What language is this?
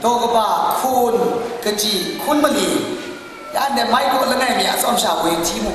Kachin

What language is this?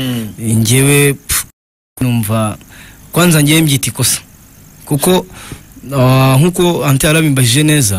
Kinyarwanda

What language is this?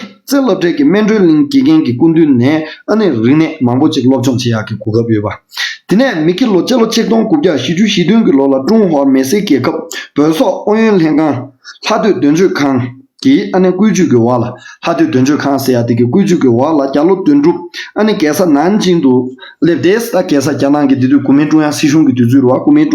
Tibetan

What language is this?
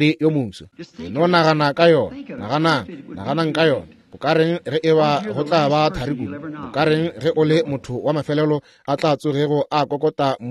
Northern Sotho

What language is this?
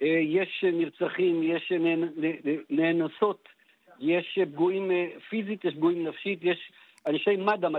Hebrew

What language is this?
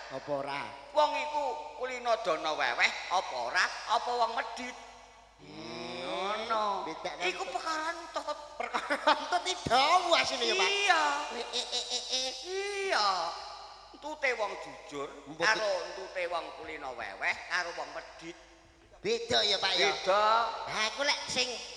Javanese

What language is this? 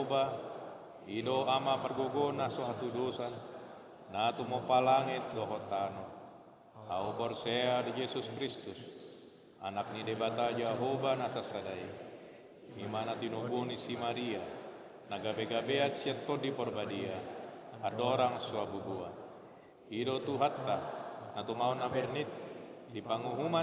Batak Toba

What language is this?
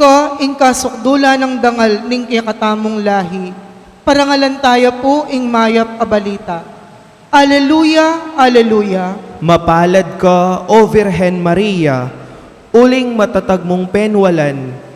Pampanga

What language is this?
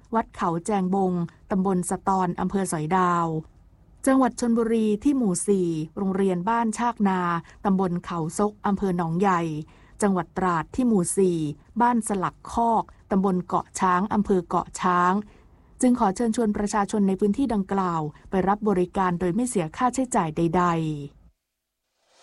Thai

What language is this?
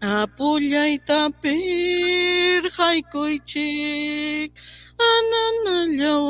Ayacucho Quechua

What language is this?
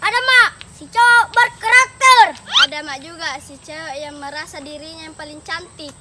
Makassar Malay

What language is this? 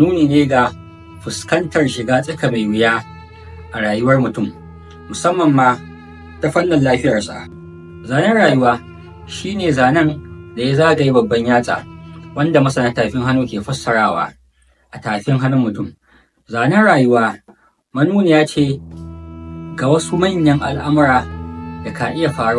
Hausa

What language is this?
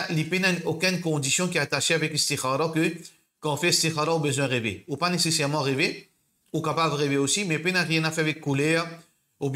Morisyen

